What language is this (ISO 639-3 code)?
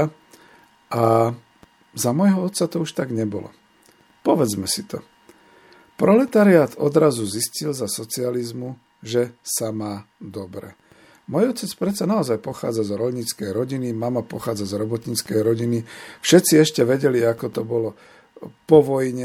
slk